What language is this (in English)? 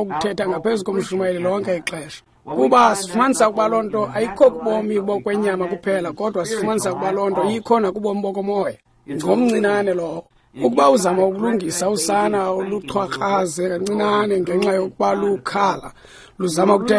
Xhosa